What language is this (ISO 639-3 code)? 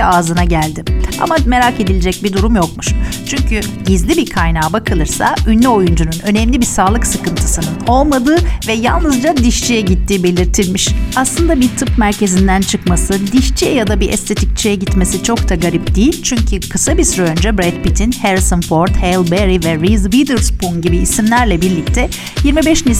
tur